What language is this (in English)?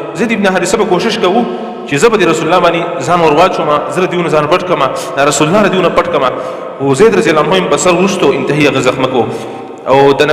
Pashto